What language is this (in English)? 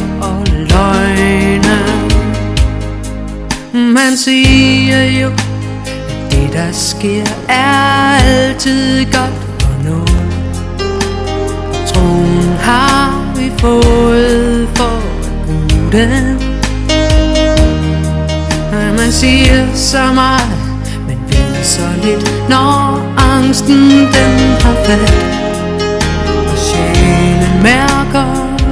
Danish